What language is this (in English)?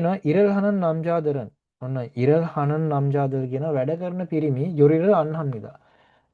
Sinhala